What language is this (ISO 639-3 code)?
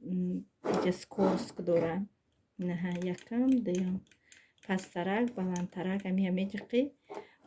tgk